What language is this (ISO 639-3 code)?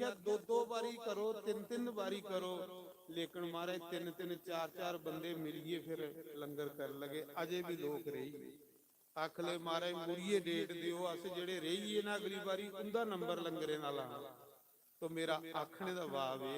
doi